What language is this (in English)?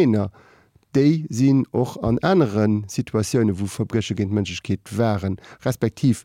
Luxembourgish